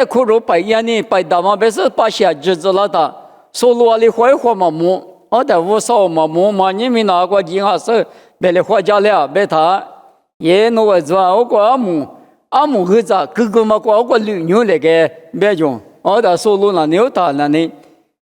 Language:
Lisu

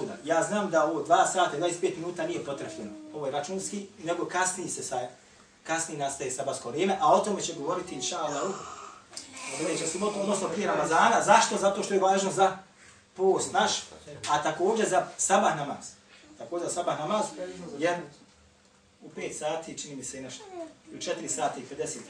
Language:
Bosnian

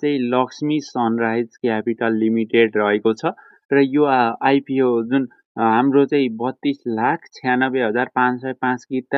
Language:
Nepali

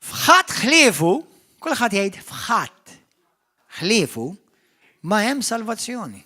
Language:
Maltese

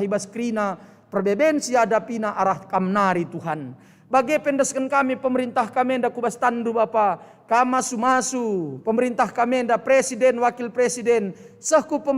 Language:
Batak Karo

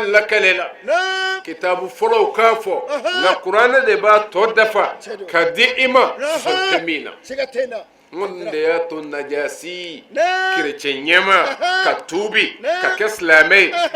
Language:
Bambara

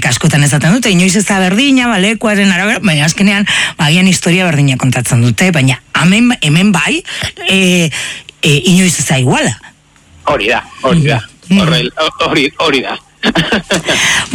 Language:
Basque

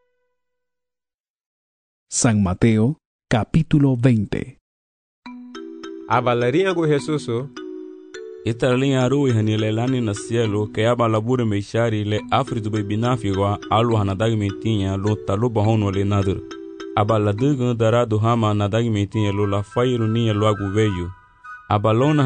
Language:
Garifuna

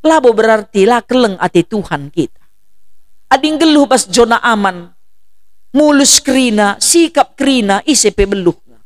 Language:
Batak Karo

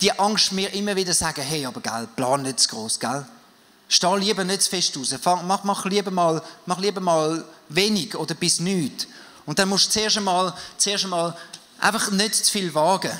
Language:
Swiss German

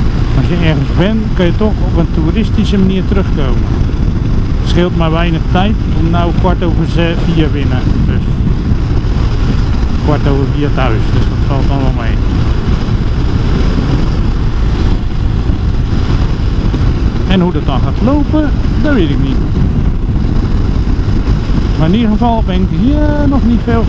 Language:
Dutch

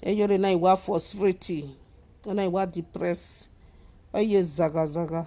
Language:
Nigerian Pidgin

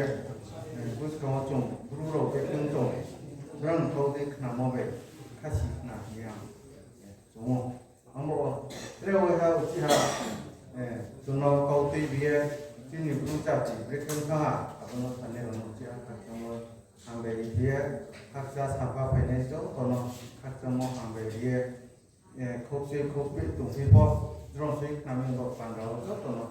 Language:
Riang (India)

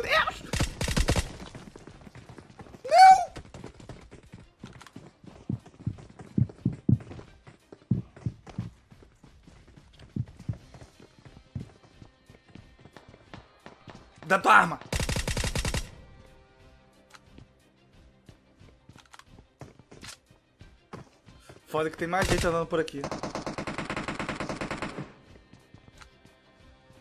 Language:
Portuguese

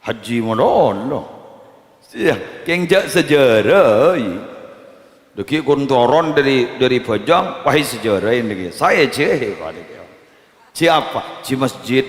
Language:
Madurese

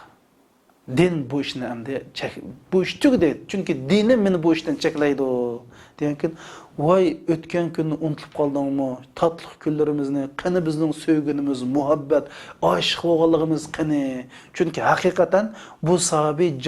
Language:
Uyghur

